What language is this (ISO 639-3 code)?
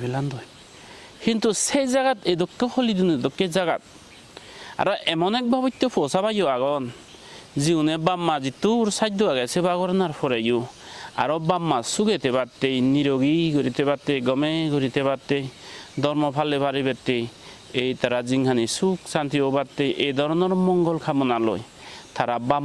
ccp